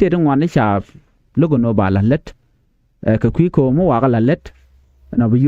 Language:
Nuer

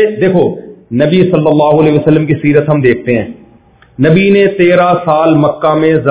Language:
Urdu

